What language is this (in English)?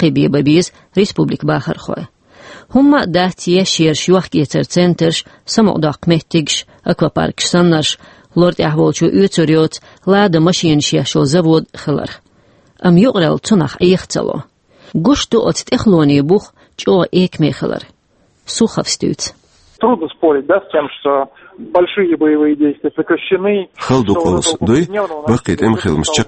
Chechen